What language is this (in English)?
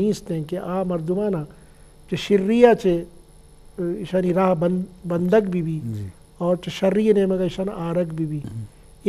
Eastern Balochi